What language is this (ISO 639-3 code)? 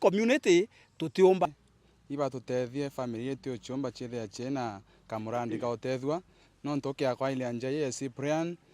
mer